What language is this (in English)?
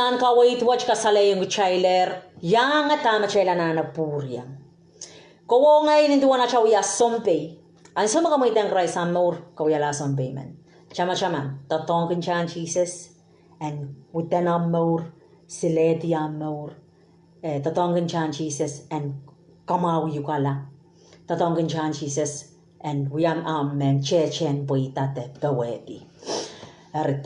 Pohnpeian